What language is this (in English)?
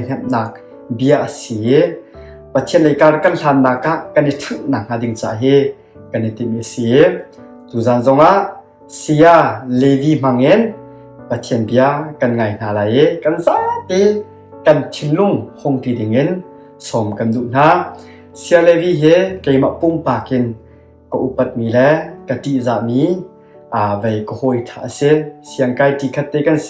Hakha Chin